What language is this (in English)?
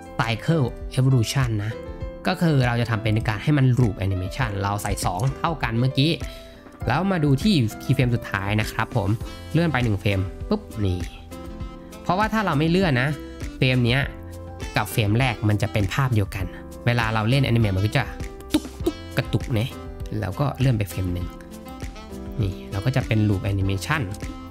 Thai